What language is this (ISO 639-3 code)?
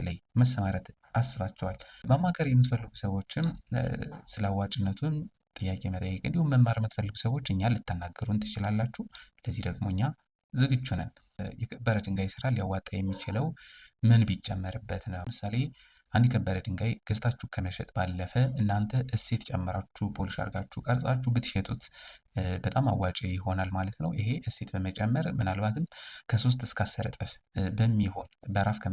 amh